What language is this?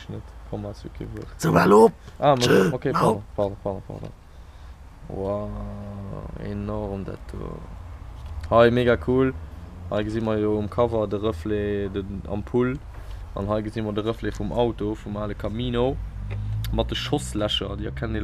Luxembourgish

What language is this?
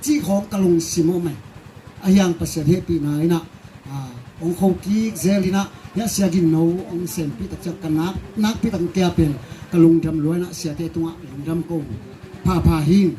Tedim Chin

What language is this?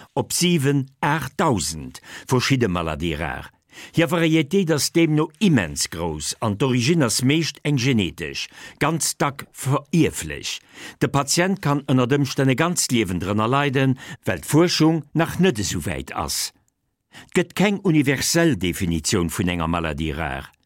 Luxembourgish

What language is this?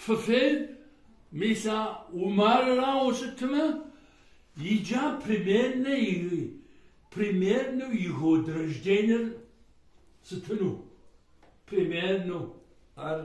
Kabardian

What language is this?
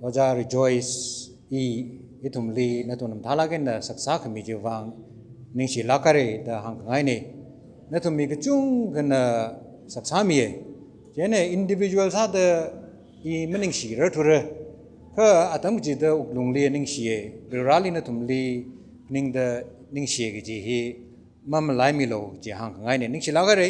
Tangkhul Naga (India)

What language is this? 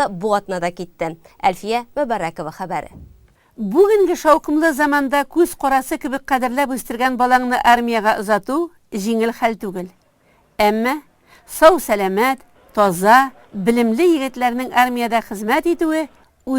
Tatar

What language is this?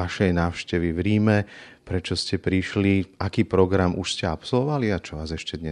Slovak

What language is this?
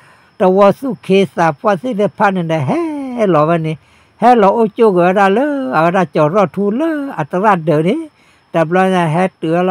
S'gaw Karen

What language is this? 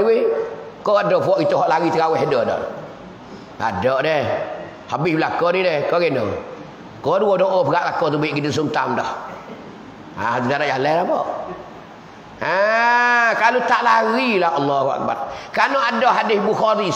Malay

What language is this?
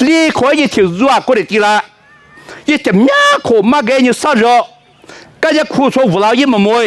Lisu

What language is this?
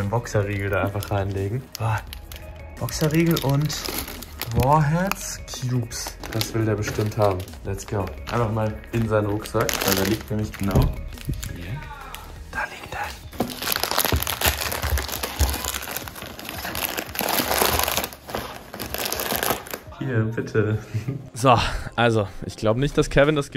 German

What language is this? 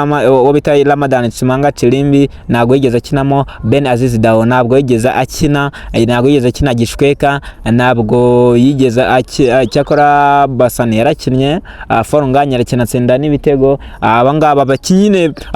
Kinyarwanda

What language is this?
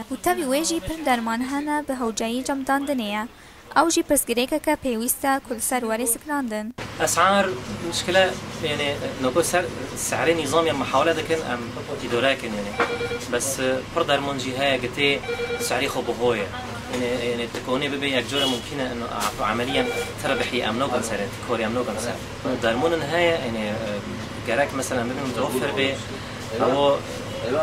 Kurdish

